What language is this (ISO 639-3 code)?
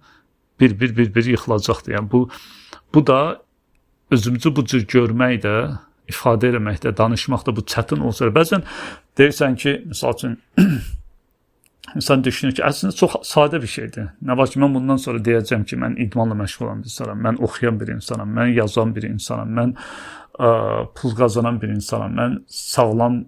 aze